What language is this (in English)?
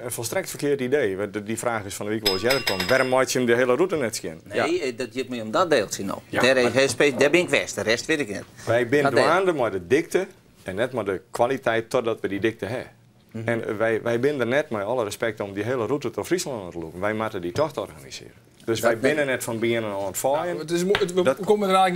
Western Frisian